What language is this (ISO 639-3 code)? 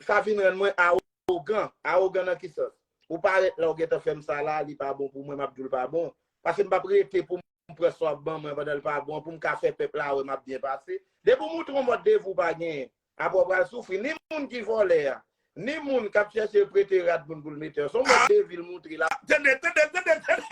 hat